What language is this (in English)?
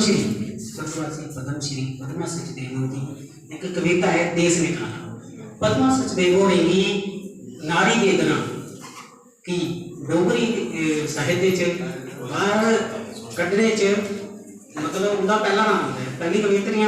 Dogri